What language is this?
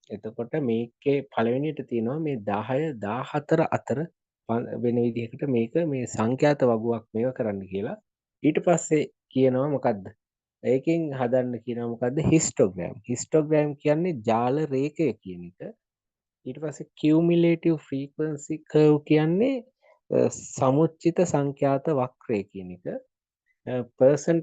Sinhala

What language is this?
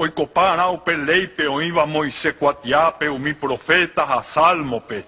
Guarani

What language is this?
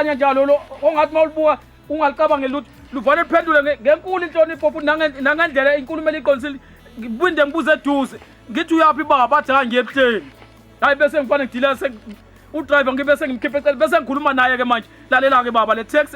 Zulu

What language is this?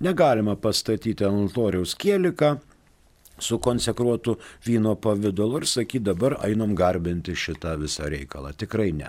Lithuanian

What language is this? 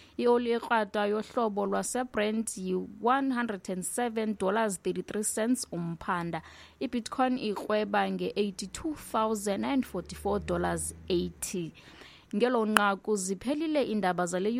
Xhosa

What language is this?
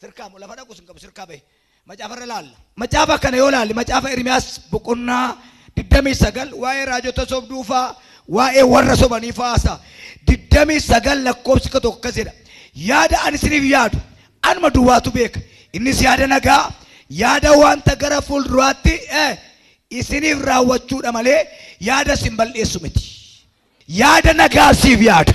Oromo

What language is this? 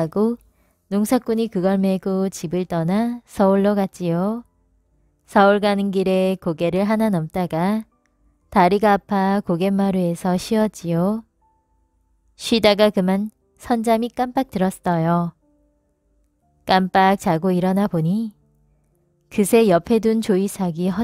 Korean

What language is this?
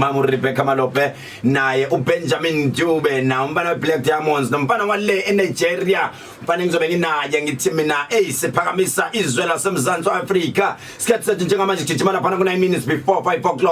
Zulu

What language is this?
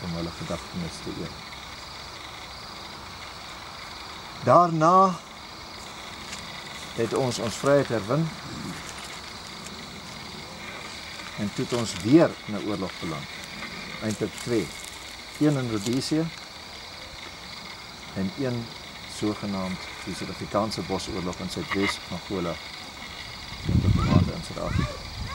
Afrikaans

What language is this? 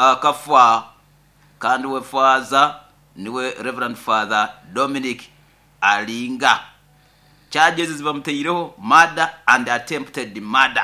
Nyoro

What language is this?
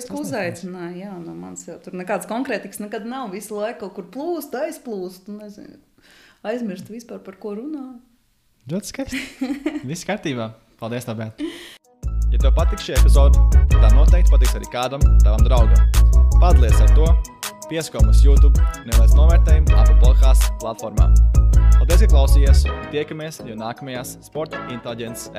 Latvian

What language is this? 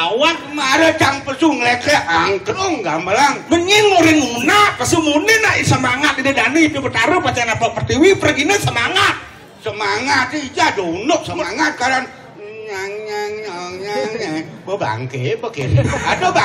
Balinese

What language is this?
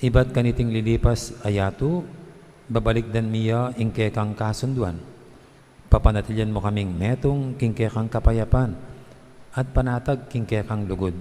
Pampanga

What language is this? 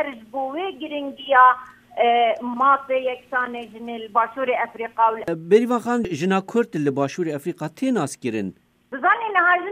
Kurdish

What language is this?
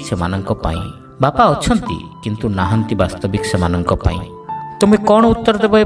Odia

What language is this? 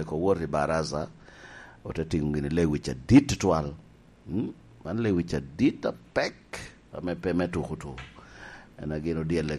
Lango (Uganda)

